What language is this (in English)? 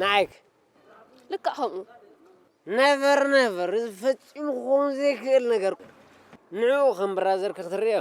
Tigrinya